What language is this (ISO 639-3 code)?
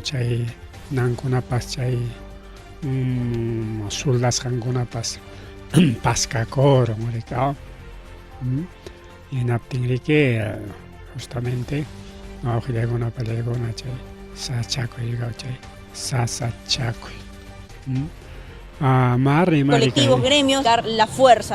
quy